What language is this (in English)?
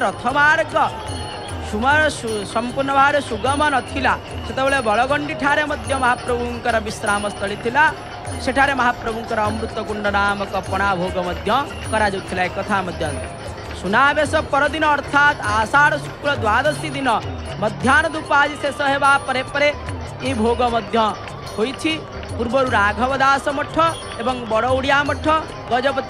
Odia